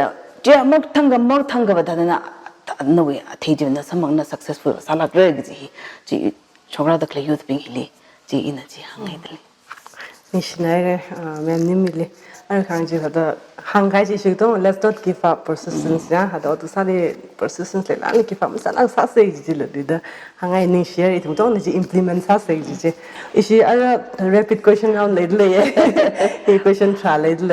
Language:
Tangkhul Naga (India)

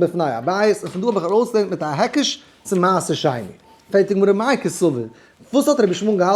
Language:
Yiddish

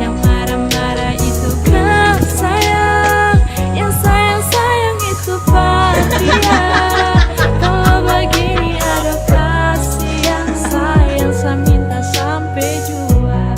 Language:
Ambonese Malay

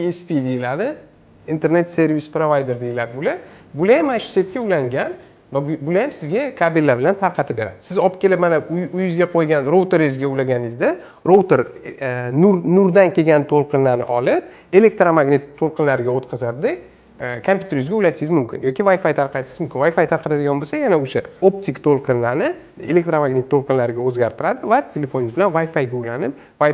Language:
Uzbek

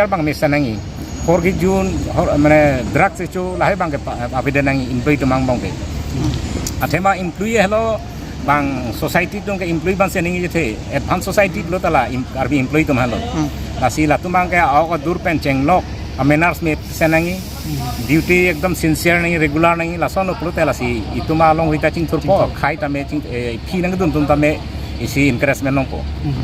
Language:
Karbi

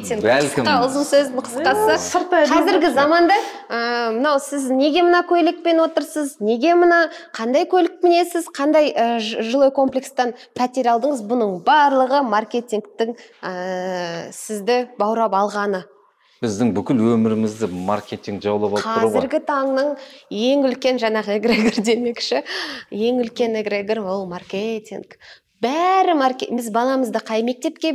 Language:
Kazakh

